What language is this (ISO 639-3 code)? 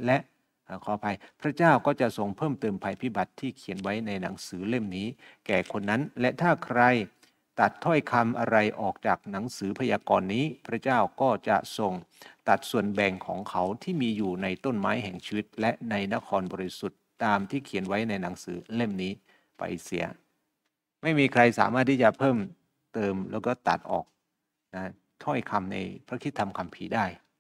tha